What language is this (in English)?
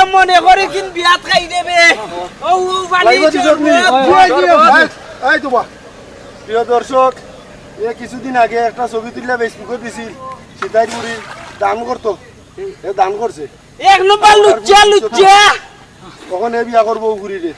Sylheti